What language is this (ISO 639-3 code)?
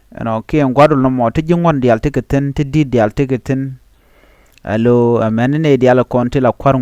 nus